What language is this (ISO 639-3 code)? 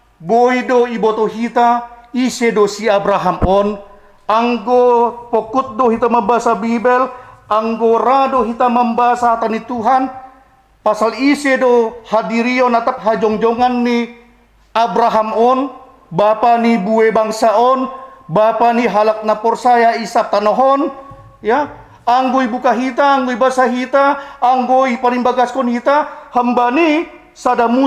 bts